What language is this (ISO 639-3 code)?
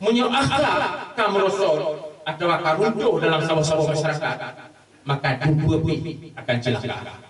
ace